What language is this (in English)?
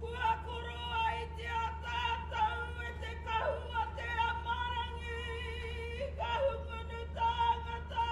Māori